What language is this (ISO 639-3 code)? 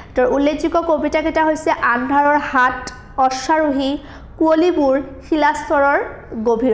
asm